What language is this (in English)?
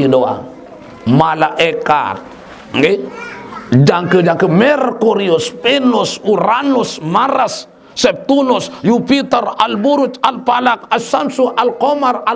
Sasak